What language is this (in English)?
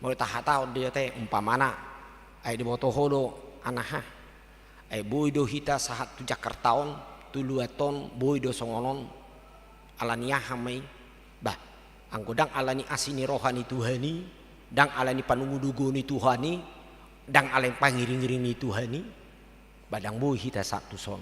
Batak Toba